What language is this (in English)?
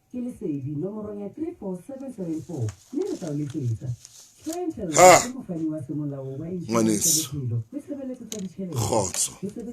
Southern Sotho